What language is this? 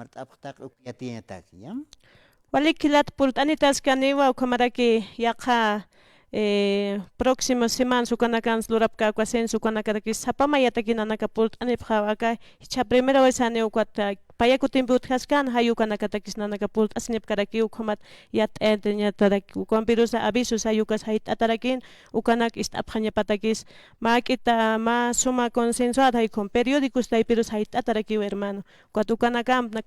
Aymara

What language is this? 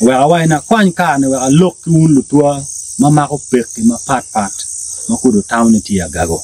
Acoli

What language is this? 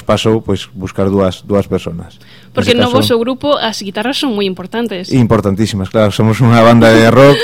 Galician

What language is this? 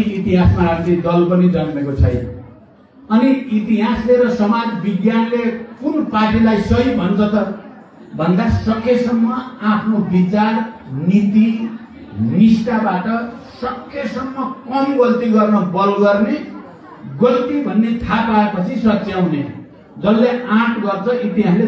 Nepali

